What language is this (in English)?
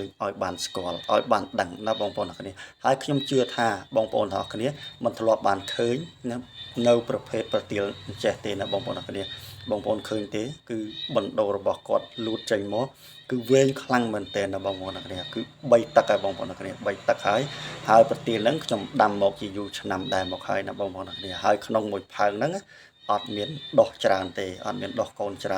Khmer